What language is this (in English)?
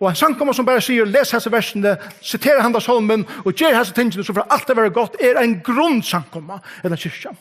Faroese